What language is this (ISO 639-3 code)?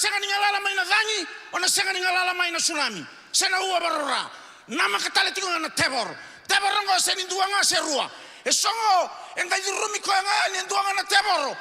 fij